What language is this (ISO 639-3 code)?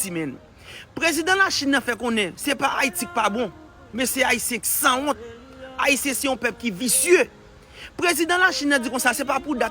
hat